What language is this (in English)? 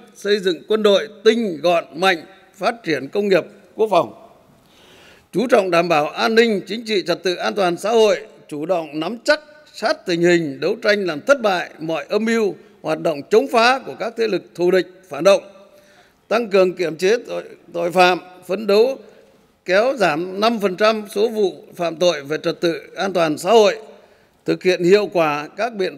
Vietnamese